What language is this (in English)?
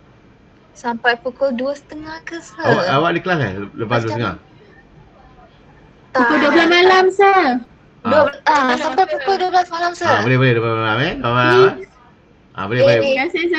Malay